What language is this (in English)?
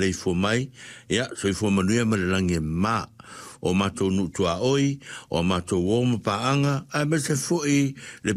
Samoan